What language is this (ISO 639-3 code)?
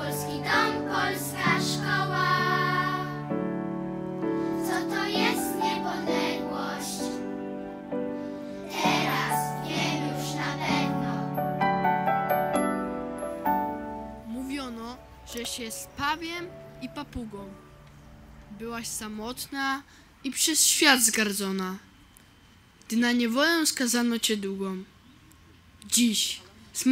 pol